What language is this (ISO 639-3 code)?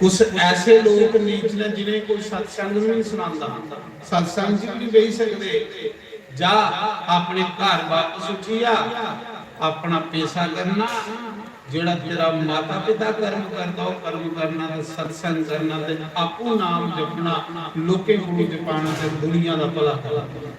doi